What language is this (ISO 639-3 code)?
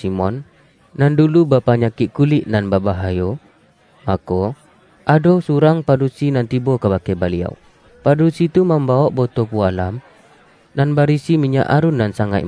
min